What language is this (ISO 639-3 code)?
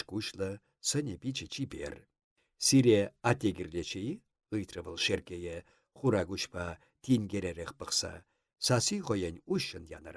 chv